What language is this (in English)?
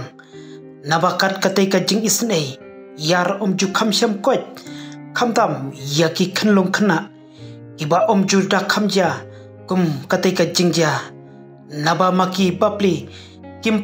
Khasi